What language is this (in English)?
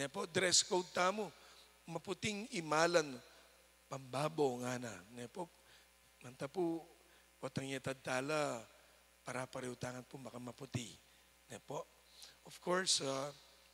Pampanga